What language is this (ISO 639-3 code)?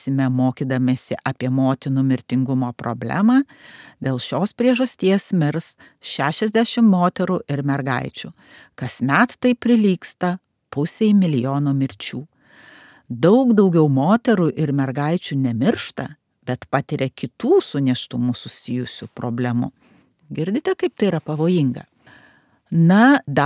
lit